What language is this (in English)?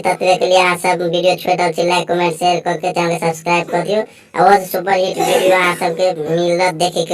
Maithili